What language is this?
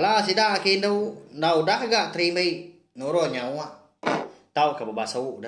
Iban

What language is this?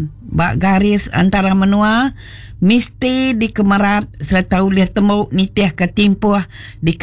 Iban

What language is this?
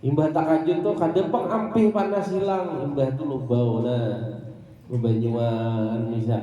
Banjar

